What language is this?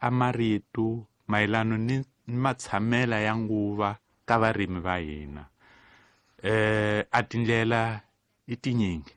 Tsonga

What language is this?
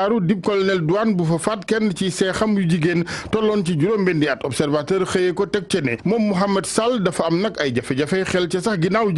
Wolof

